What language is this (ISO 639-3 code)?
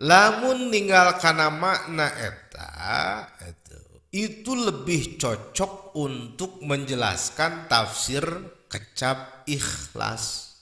sun